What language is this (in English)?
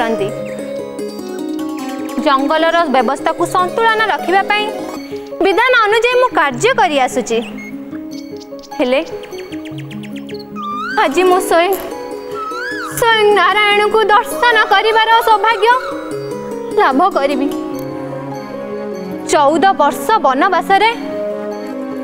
Odia